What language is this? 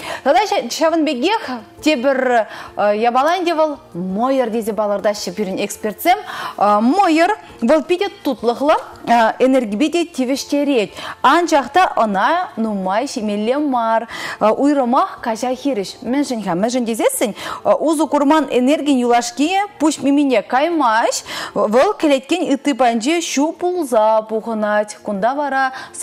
Chuvash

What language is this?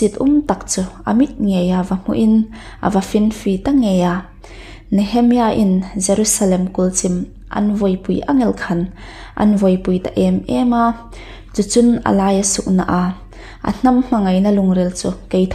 Hmar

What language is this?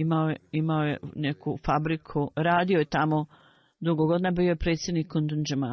Bosnian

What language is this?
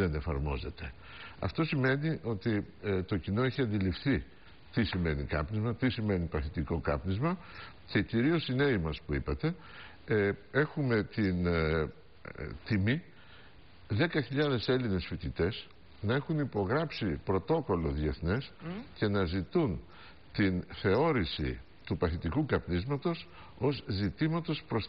Greek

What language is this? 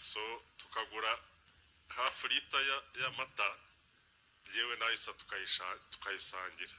Kinyarwanda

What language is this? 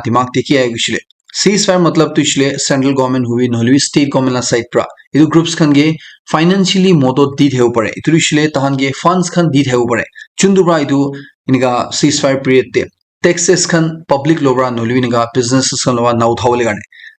Naga Pidgin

